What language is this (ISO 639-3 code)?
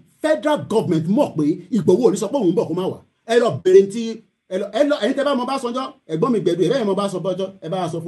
yor